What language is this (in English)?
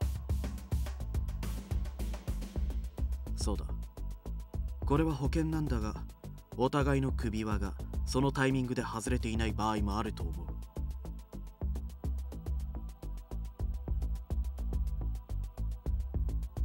Japanese